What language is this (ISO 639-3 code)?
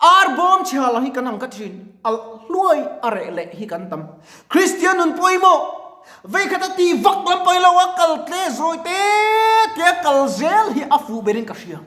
lus